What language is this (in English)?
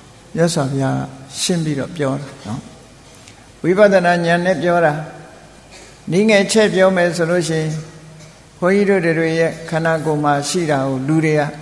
Burmese